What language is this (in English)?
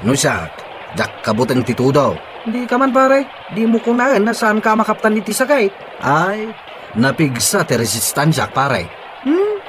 Iloko